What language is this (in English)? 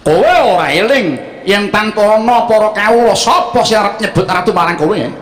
Javanese